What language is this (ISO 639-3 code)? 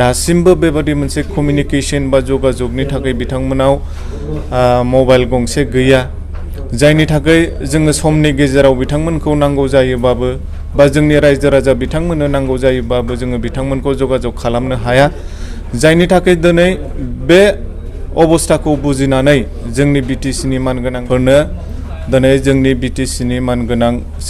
brx